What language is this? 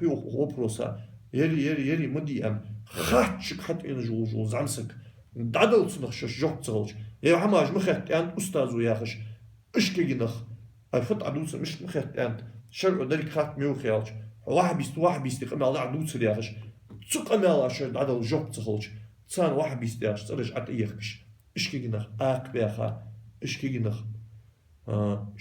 Ingush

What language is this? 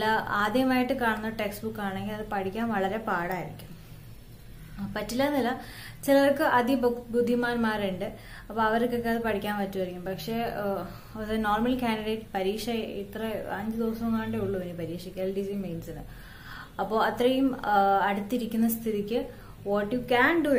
Malayalam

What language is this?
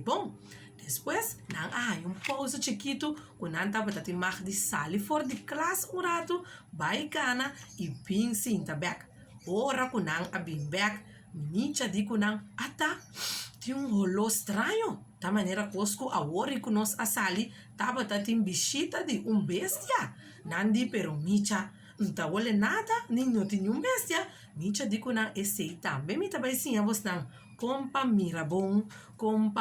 Papiamento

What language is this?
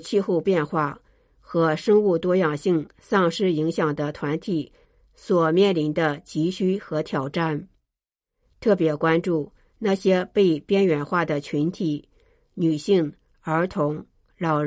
Chinese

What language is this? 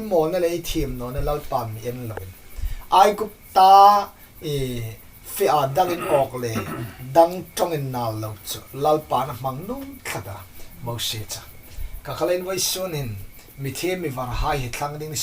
Hmar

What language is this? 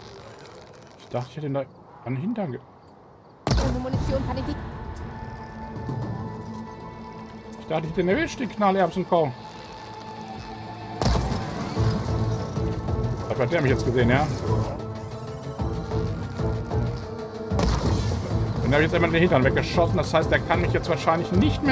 German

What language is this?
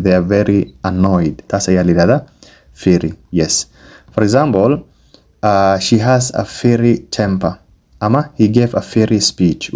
Somali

